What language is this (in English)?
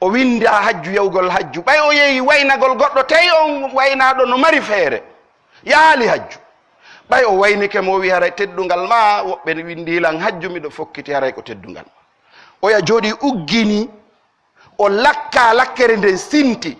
Pular